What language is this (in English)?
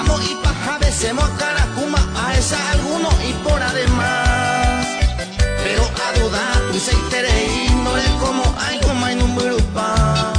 Guarani